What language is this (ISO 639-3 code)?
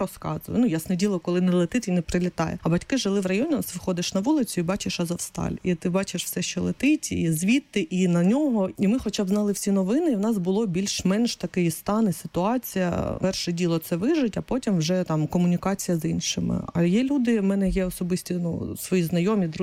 ukr